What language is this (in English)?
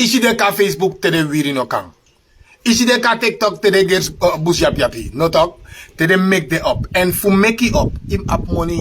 Sranan Tongo